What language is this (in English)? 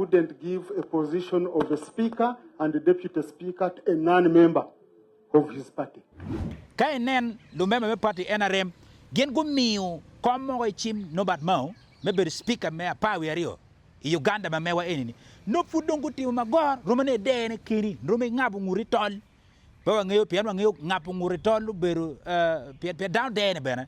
Acoli